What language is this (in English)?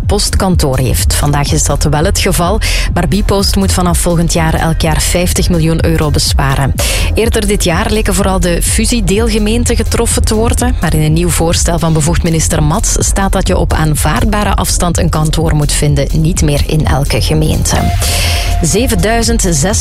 Dutch